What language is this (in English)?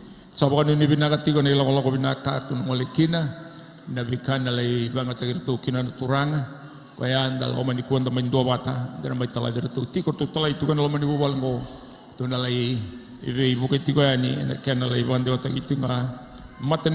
Fijian